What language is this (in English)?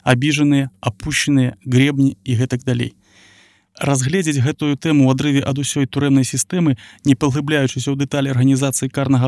Belarusian